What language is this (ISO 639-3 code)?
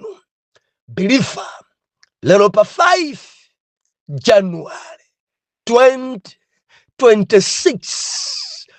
nya